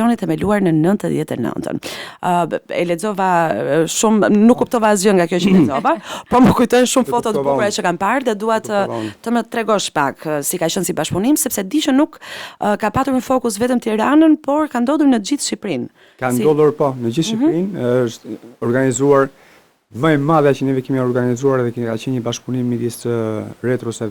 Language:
Albanian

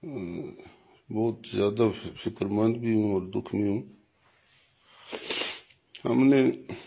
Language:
Urdu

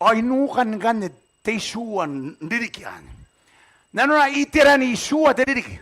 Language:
Gilbertese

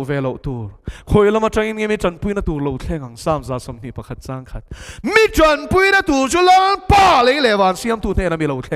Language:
Mizo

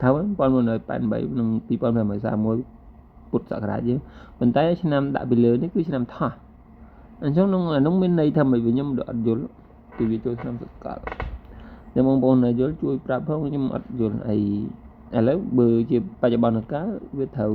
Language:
Khmer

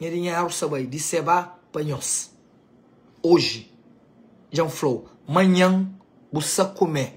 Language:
Kabuverdianu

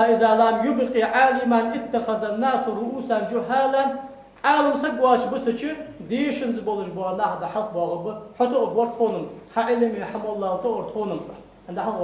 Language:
Ingush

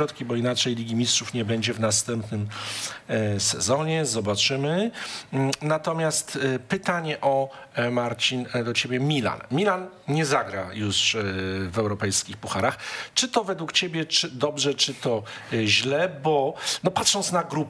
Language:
Polish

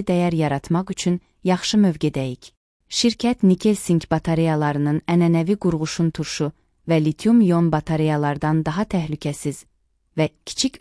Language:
Azerbaijani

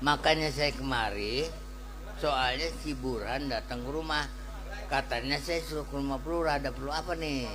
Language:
Betawi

